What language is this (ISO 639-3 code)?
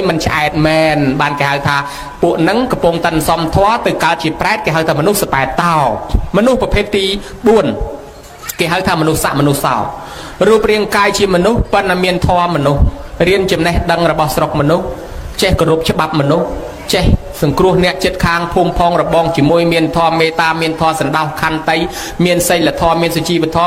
khm